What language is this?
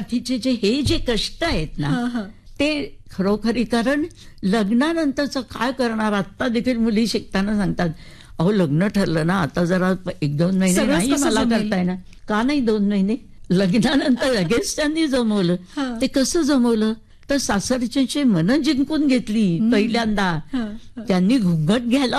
Marathi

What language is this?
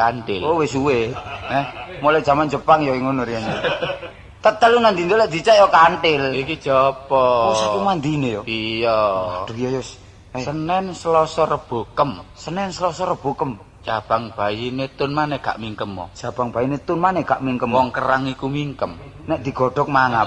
Javanese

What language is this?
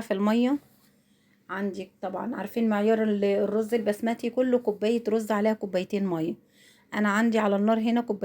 Egyptian Arabic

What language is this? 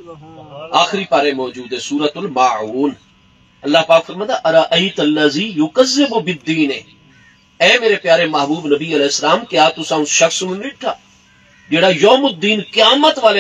Saraiki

